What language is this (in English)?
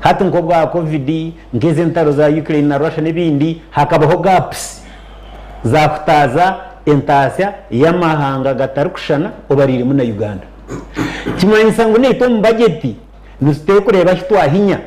Nyankole